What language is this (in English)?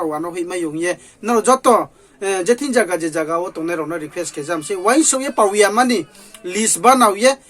Riang (India)